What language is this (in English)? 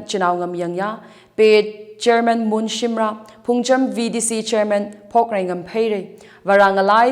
Tangkhul Naga (India)